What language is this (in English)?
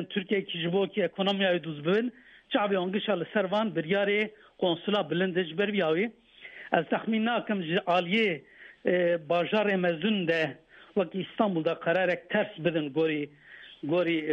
Kurdish